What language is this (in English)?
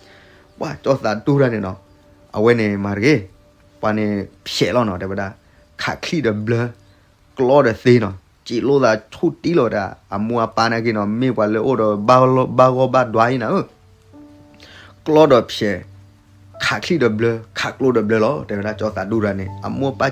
S'gaw Karen